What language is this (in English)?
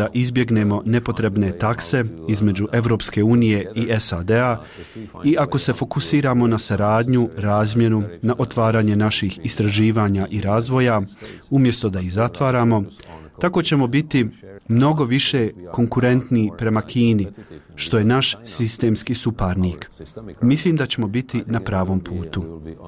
Bosnian